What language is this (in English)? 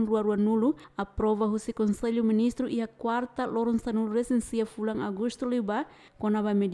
Tetum